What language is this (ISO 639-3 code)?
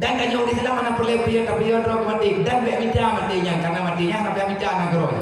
ace